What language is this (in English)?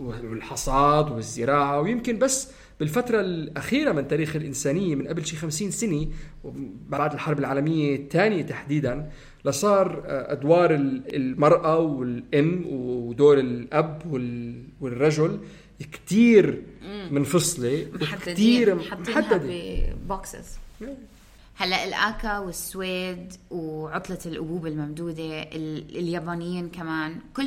North Levantine Arabic